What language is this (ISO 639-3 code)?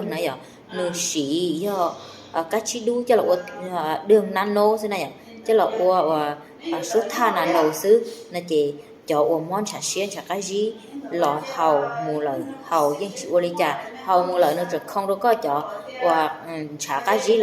hmn